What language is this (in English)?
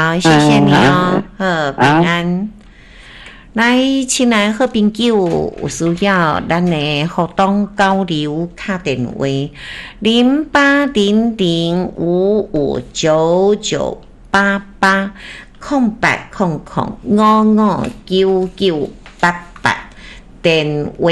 Min Nan Chinese